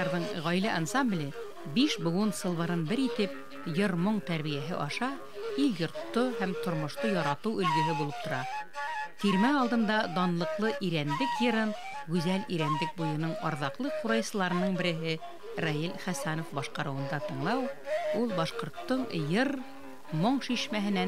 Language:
Bashkir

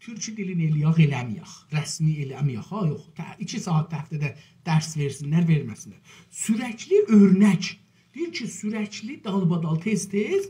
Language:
South Azerbaijani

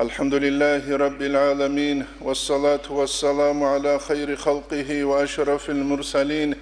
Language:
Avaric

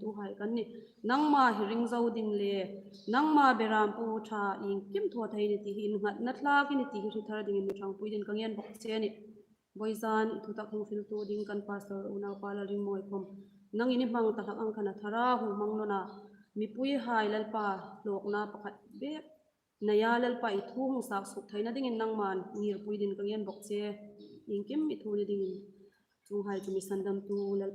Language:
Hmar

